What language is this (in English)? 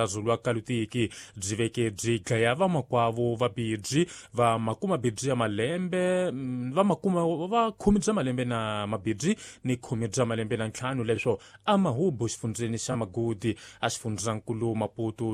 Tsonga